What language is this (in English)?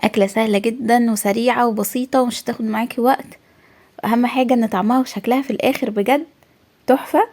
Egyptian Arabic